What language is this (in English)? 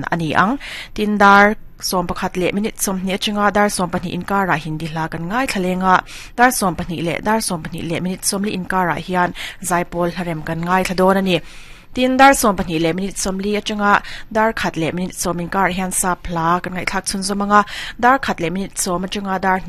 Mizo